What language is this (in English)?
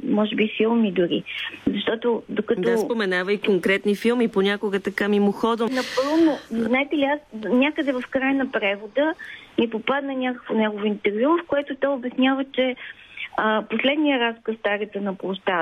Bulgarian